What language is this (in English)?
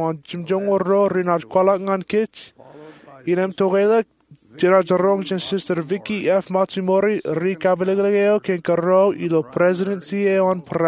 Marshallese